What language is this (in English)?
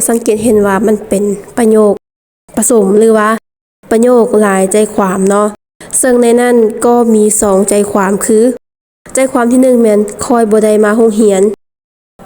Lao